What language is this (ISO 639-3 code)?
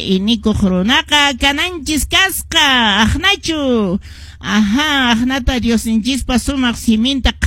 que